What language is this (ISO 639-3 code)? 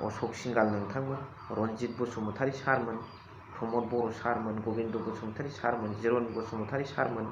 brx